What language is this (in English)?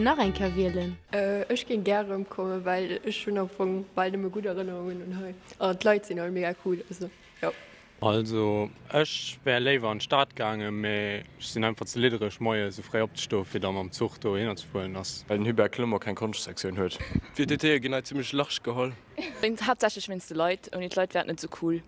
Luxembourgish